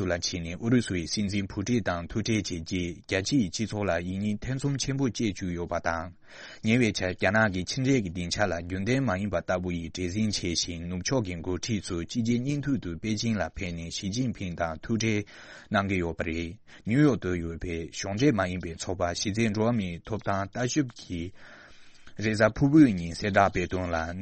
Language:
Tibetan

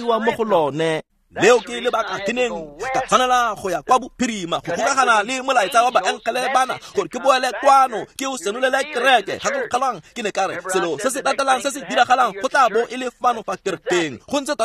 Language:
Tswana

